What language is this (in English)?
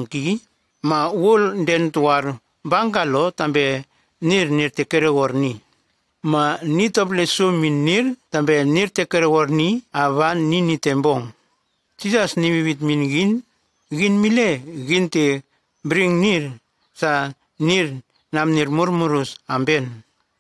Nume